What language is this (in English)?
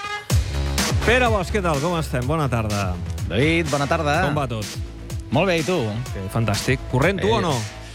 Catalan